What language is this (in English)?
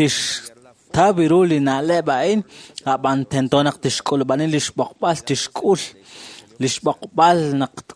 Kekchí